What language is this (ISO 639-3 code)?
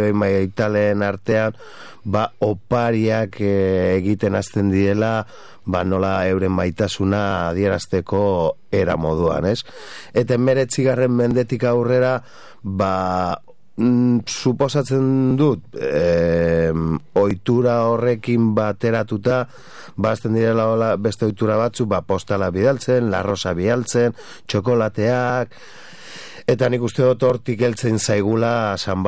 eus